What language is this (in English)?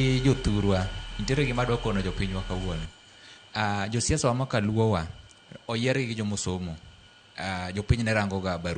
Luo (Kenya and Tanzania)